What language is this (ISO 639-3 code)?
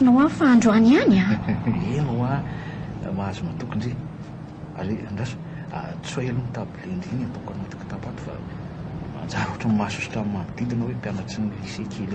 mlg